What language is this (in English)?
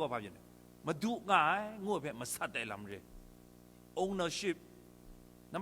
Kachin